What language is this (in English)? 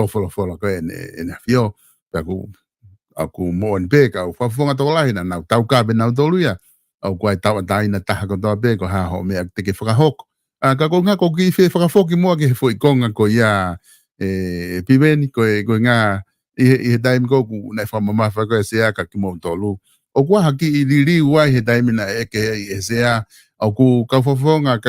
Tongan